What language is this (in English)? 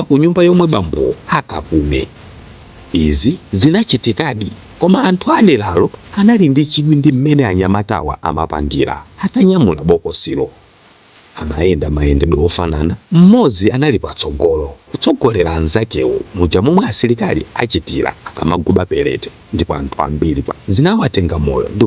Nyanja